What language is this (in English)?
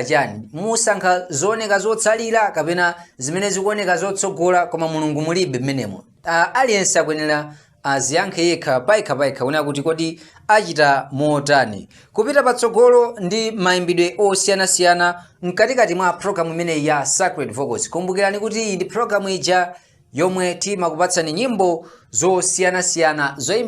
Nyanja